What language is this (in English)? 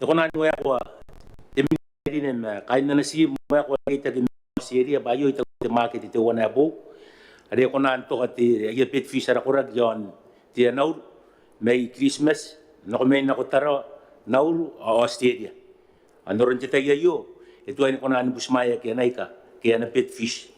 Gilbertese